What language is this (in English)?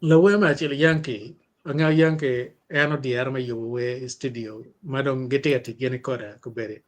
Acoli